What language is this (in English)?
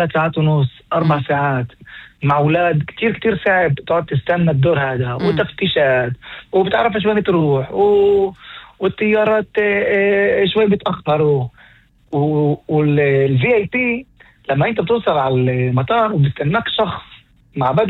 North Levantine Arabic